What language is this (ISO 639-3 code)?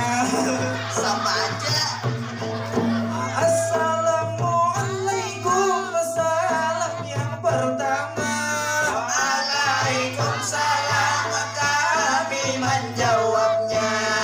bjn